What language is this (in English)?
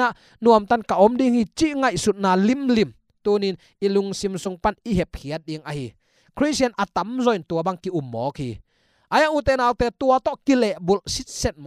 Tedim Chin